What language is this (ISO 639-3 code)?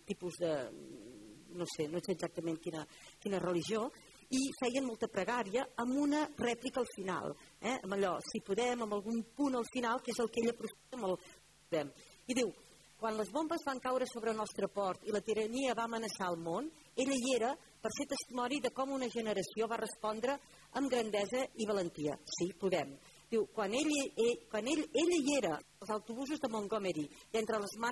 cat